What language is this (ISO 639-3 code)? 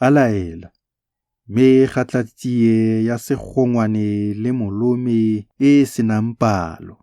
tsn